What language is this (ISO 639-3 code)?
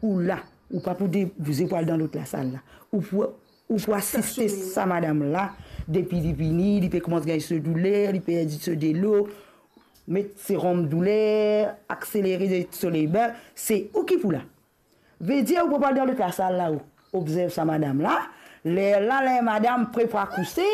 mfe